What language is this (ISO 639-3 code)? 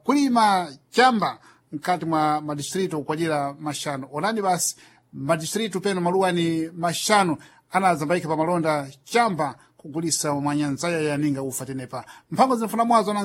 seh